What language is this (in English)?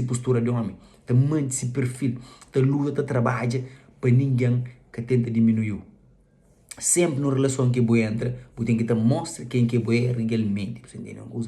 Kabuverdianu